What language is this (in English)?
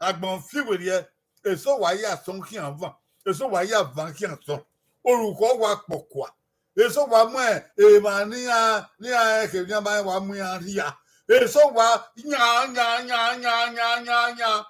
Bini